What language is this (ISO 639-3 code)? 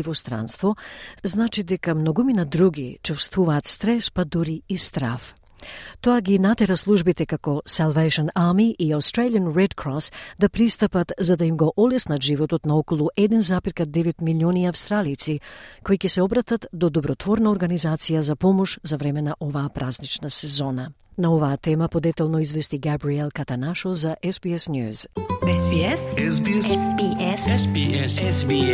mkd